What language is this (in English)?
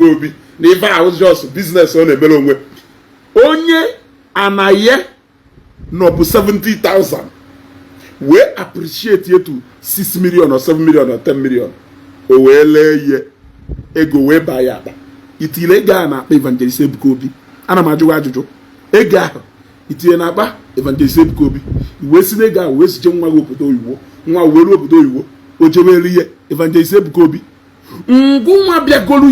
Igbo